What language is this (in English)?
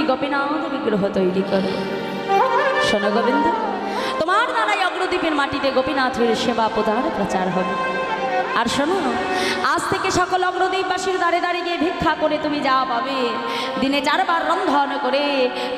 Bangla